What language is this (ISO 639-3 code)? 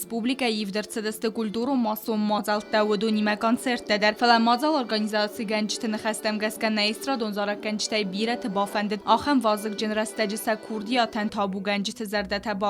oss